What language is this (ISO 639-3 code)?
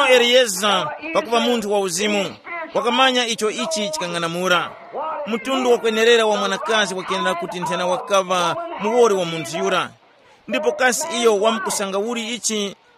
tum